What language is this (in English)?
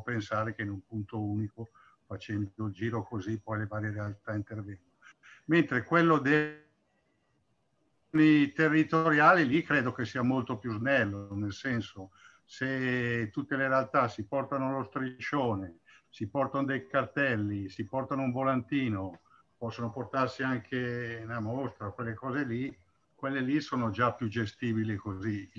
Italian